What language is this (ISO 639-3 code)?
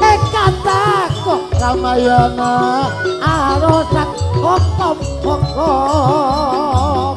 mad